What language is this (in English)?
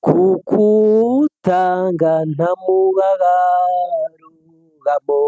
Kinyarwanda